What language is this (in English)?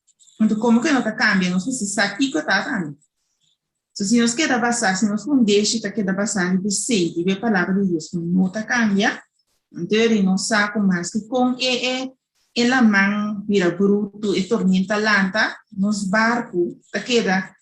Papiamento